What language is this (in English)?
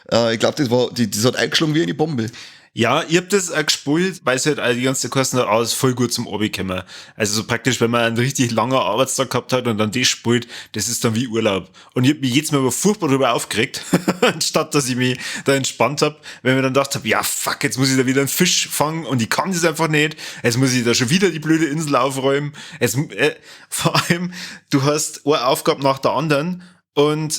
Bavarian